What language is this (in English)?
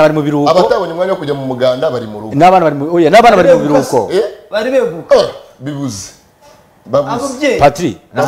Kinyarwanda